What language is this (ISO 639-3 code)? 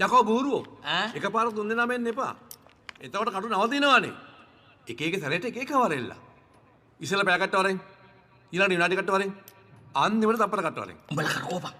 sin